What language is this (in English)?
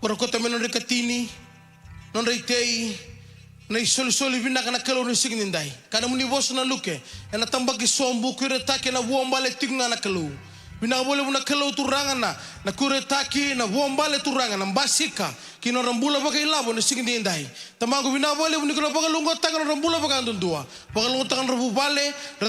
Fijian